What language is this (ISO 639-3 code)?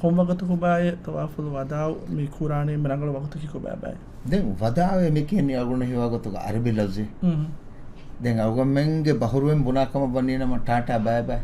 div